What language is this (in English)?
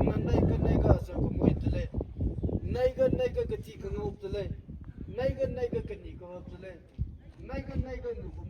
Maram Naga